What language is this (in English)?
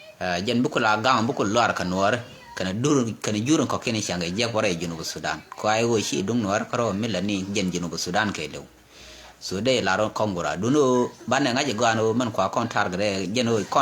Nuer